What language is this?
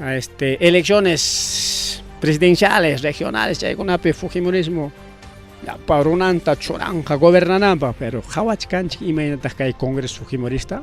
Ayacucho Quechua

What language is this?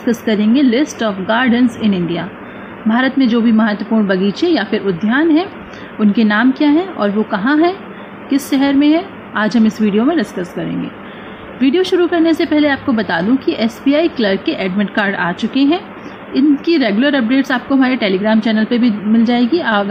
Hindi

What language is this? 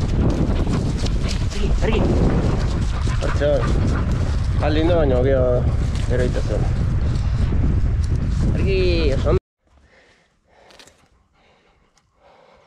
Basque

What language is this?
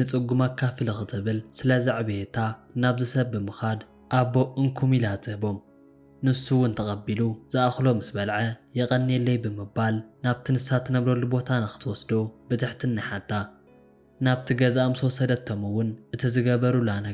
Tigrinya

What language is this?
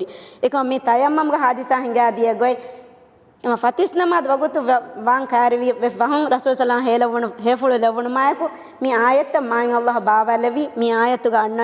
Divehi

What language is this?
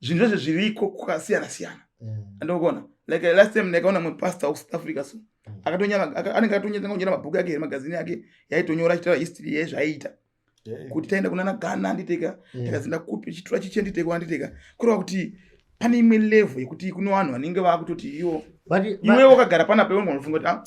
Shona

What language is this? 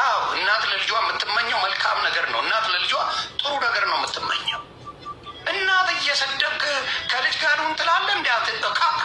Amharic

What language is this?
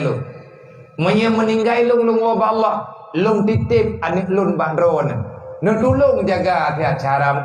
Achinese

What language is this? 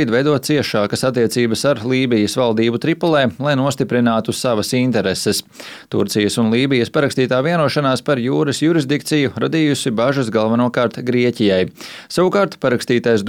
Latvian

